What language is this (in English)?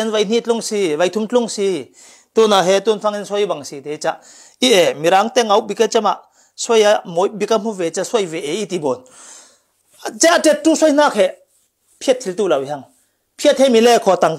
Falam Chin